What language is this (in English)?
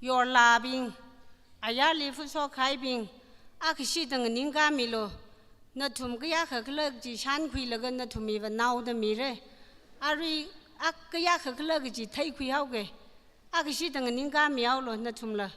Tangkhul Naga (India)